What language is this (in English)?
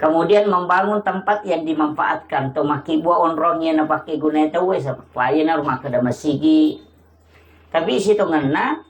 Buginese